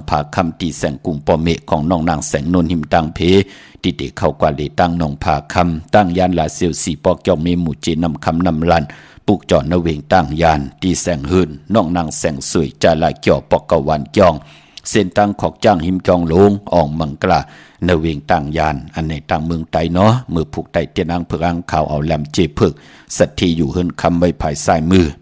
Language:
Shan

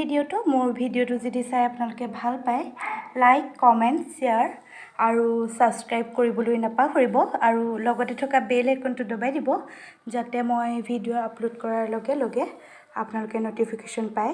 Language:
Assamese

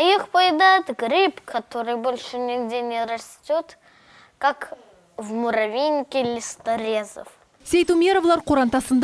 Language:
Crimean Tatar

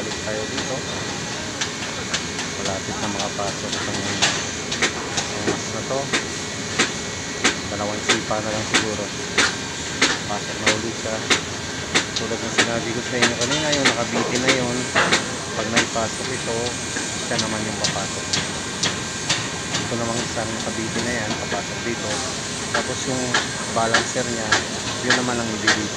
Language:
Filipino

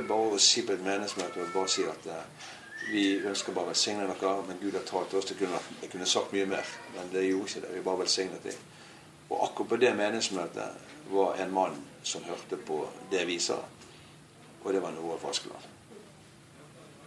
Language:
Norwegian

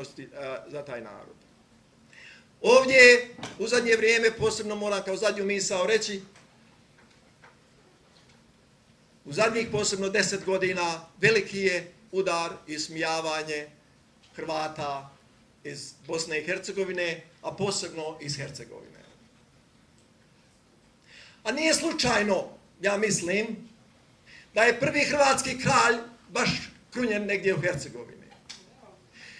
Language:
Croatian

